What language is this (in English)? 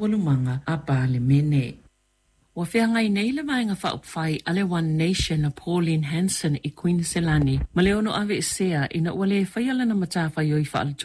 Samoan